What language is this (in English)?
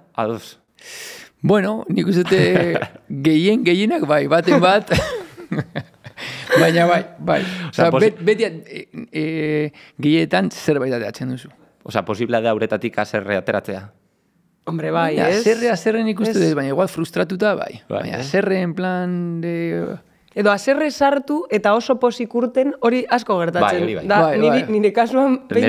Basque